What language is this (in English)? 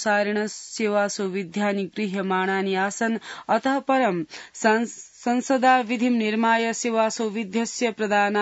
Sanskrit